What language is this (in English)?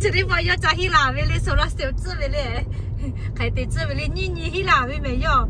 Lahu